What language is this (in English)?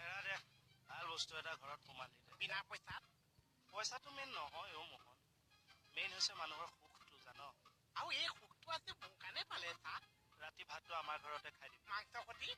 Assamese